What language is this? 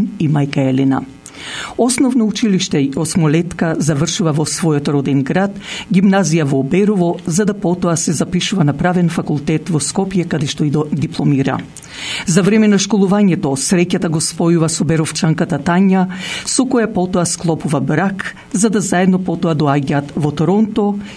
Macedonian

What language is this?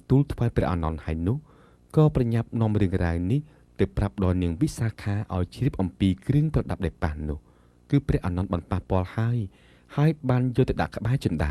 Khmer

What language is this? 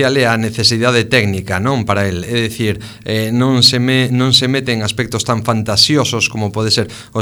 Galician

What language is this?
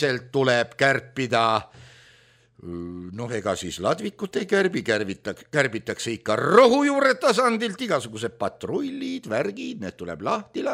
Estonian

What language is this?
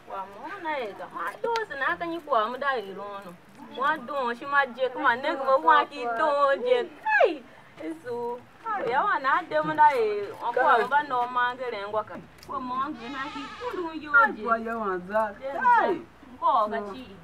Tiv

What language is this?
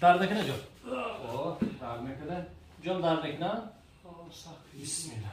Tajik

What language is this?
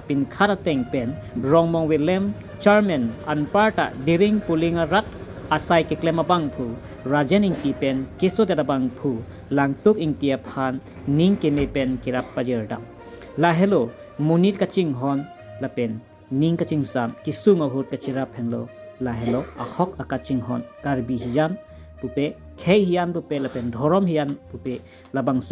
Karbi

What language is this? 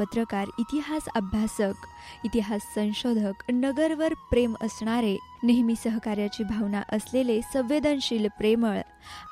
Marathi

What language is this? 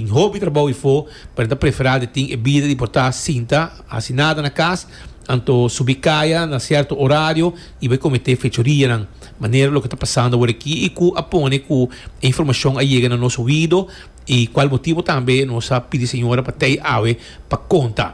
Papiamento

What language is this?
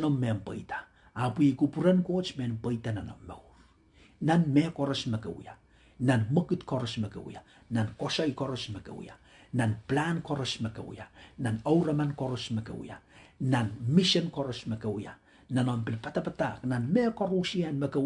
Pohnpeian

